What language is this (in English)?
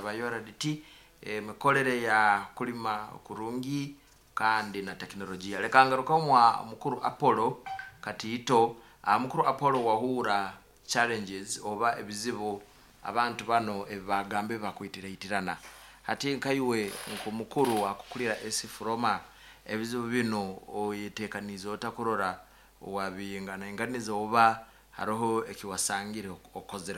Nyoro